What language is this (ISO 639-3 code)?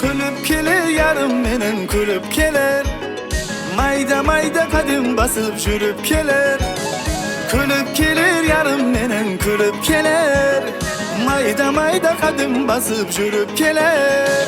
kaa